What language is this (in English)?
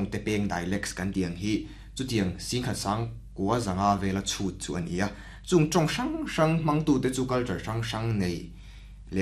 Mizo